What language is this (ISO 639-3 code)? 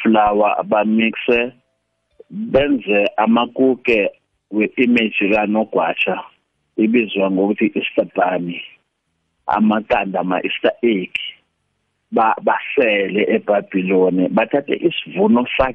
nbl